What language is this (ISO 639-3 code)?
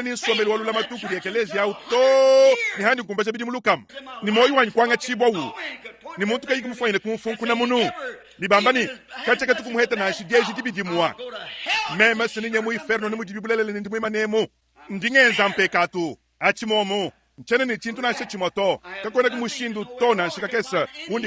lua